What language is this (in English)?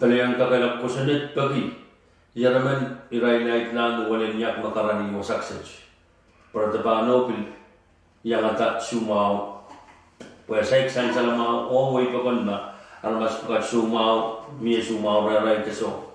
Pohnpeian